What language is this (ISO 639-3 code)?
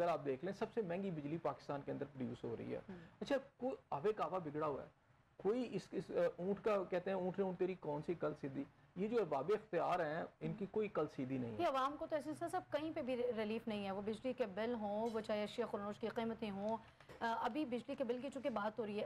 urd